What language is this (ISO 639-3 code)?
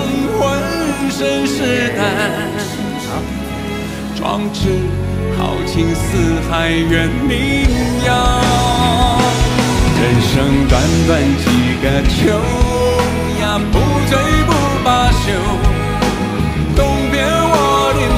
zho